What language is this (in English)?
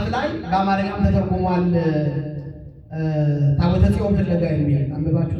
Amharic